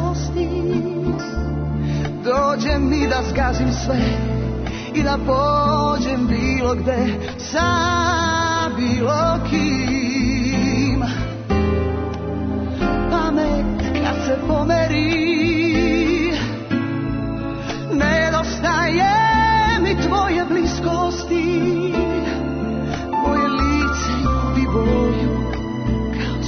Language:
Serbian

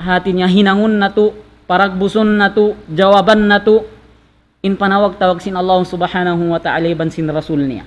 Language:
Tausug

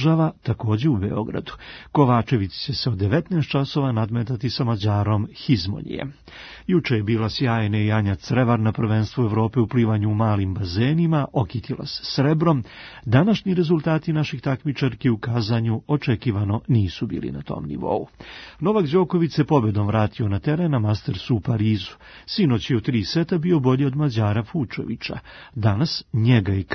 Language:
Serbian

